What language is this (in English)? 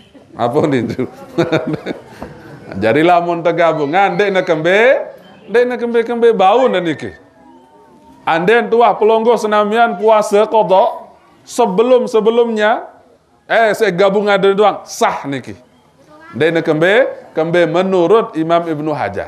Sasak